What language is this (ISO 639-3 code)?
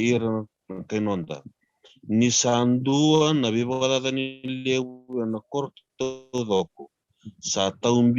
fij